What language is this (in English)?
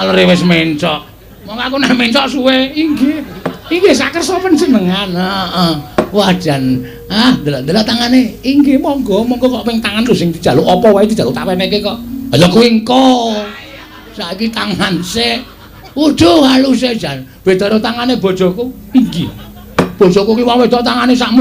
Javanese